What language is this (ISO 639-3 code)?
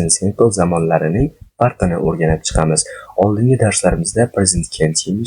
uzb